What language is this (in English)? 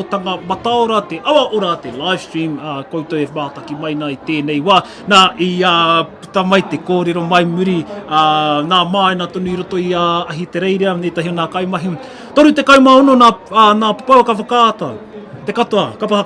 Māori